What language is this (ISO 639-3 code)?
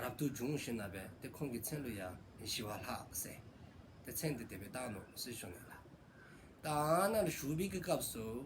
dzo